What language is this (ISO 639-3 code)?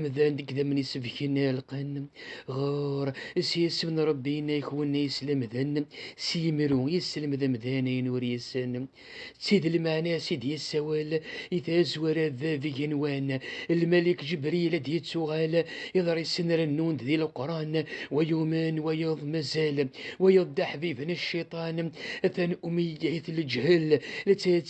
kab